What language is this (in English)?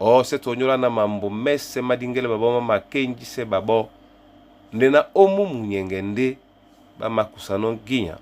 Duala